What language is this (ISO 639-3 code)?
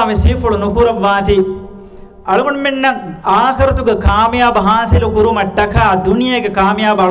div